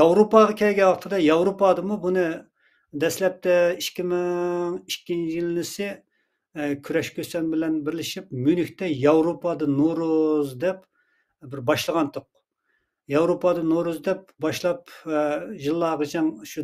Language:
Uyghur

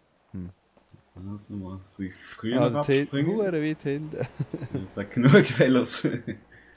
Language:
Swiss German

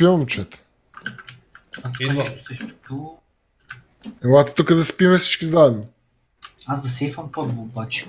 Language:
Bulgarian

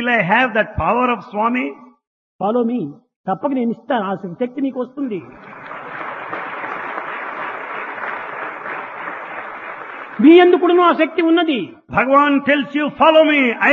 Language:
Telugu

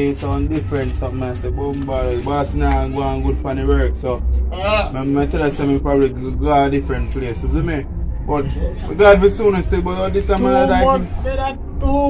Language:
Jamaican Creole English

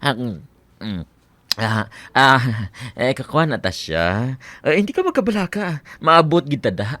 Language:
Hiligaynon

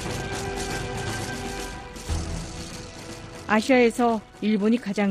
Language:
Korean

